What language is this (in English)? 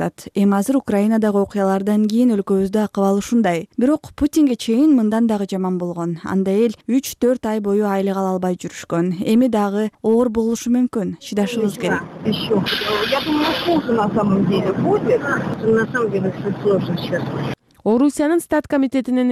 Kyrgyz